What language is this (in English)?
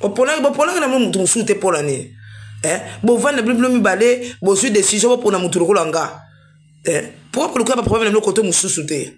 Lingala